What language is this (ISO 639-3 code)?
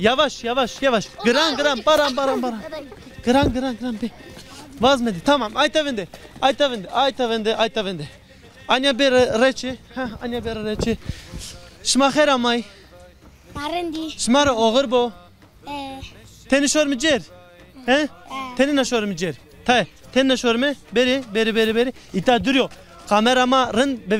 zza